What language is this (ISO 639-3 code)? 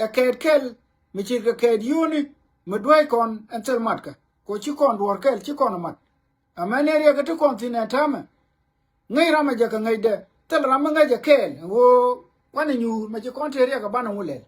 nus